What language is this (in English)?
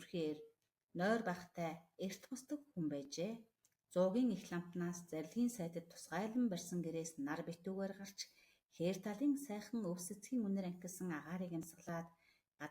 Mongolian